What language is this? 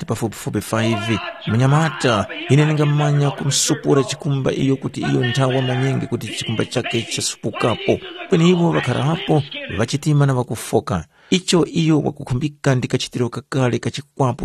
Tumbuka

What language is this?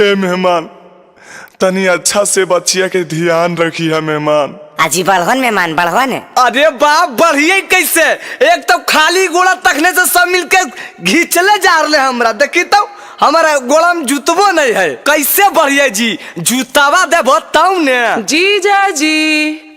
Magahi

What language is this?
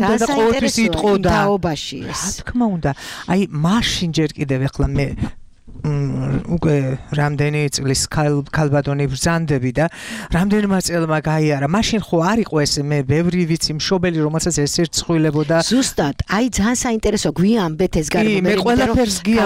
Georgian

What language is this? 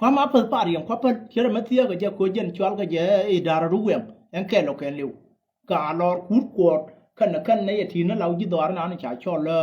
Nuer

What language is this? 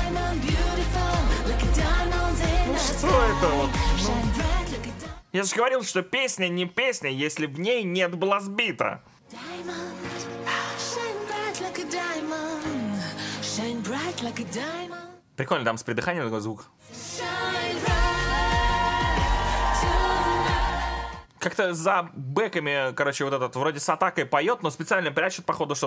Russian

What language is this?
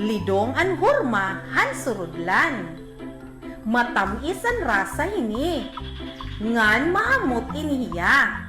Waray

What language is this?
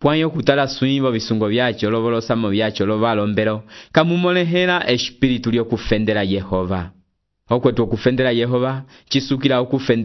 Umbundu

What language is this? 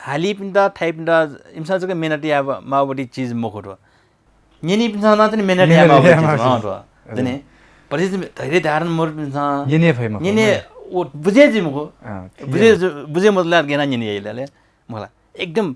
Newari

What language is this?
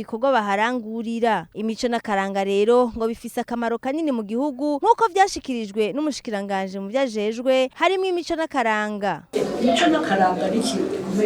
Rundi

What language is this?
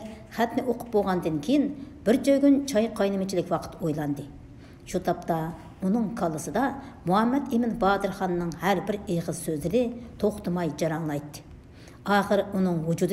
Uyghur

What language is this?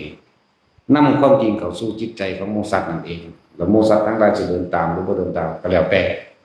Lao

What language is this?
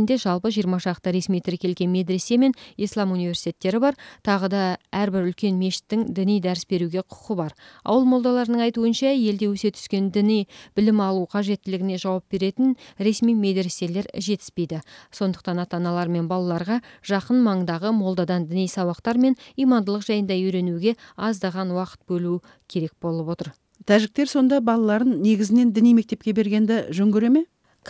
Kyrgyz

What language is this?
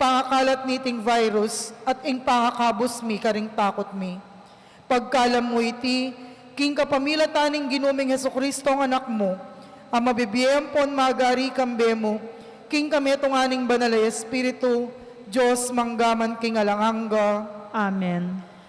Pampanga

